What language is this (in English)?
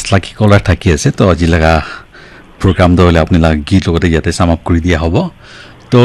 Naga Pidgin